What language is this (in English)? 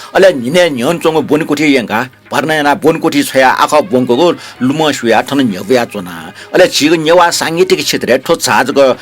Newari